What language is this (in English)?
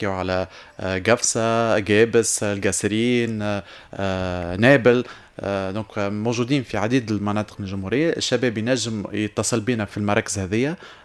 Tunisian Arabic